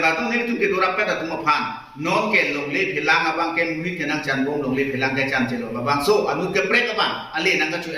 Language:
Karbi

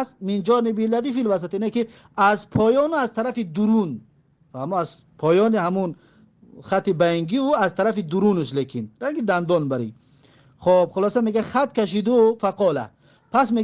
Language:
Tajik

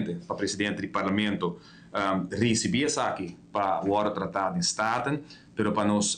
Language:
Papiamento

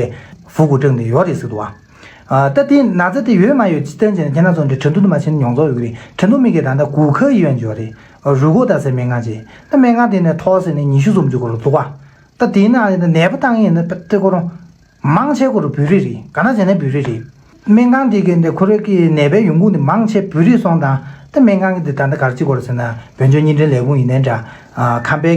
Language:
Tibetan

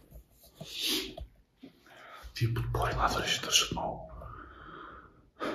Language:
Bulgarian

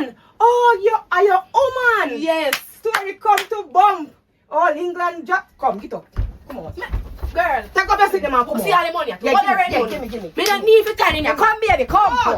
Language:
Jamaican Creole English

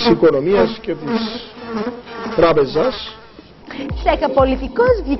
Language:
Greek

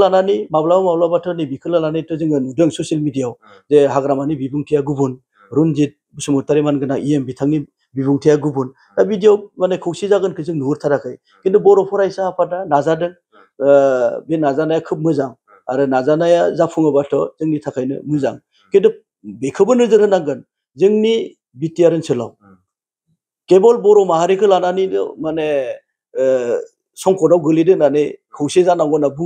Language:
Bodo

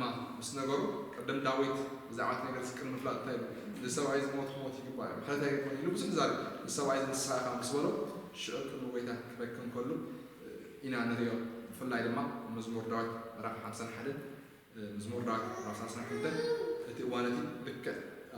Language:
Tigrinya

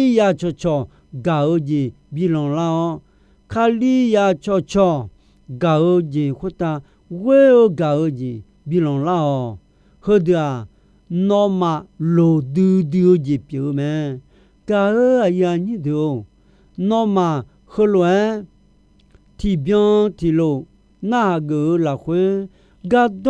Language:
Akha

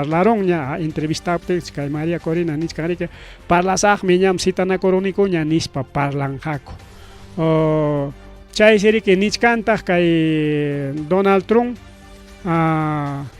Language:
Ayacucho Quechua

